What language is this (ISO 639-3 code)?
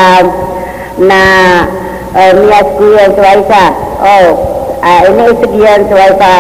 mrw